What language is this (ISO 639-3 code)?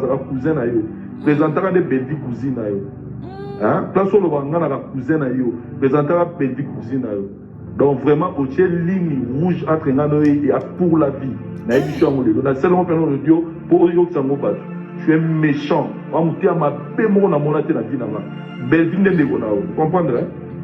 lin